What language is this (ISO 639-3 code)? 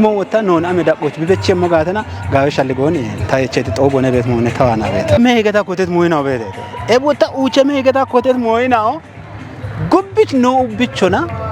kbr